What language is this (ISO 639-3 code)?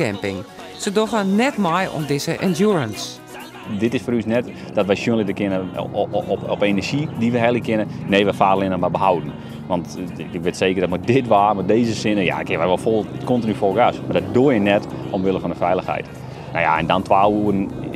fry